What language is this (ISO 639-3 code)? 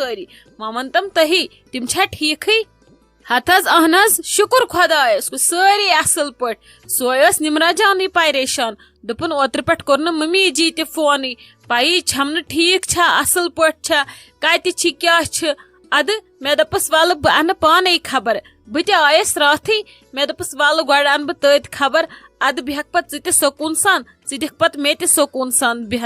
kas